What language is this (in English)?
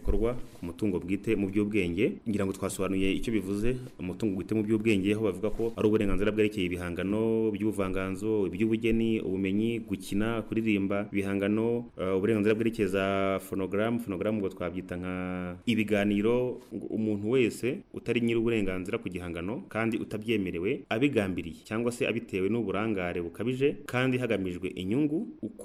Kinyarwanda